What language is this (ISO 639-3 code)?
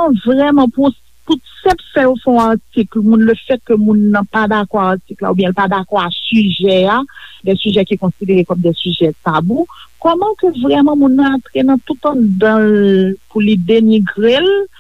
hat